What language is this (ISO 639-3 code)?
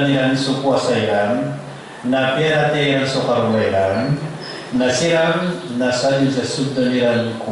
mrw